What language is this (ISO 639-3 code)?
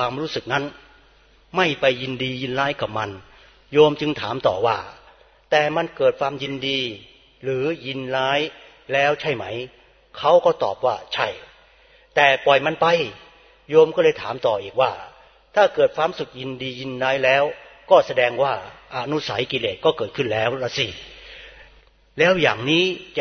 tha